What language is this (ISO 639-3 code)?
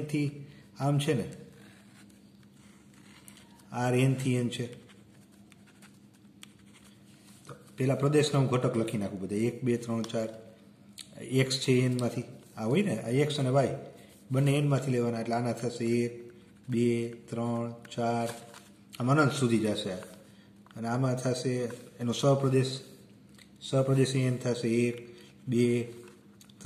guj